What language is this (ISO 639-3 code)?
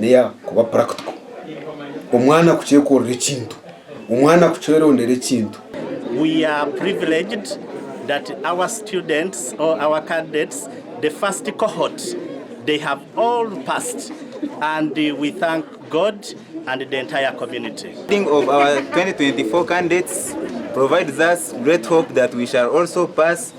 nyn